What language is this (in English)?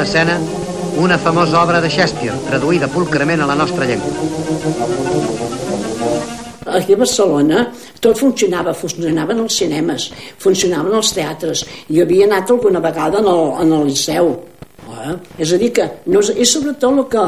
Catalan